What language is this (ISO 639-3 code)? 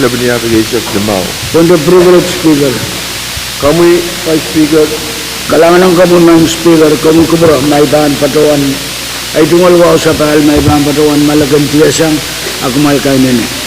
pon